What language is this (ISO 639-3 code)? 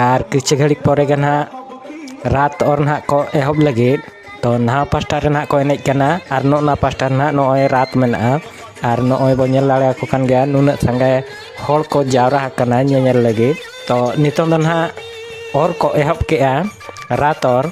sat